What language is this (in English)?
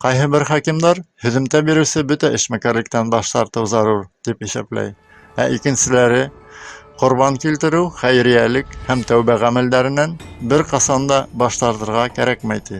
Bashkir